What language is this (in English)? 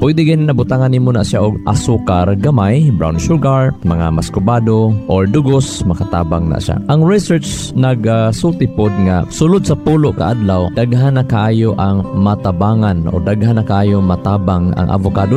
Cebuano